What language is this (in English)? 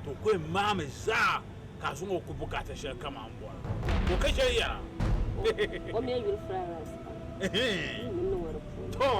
Dagbani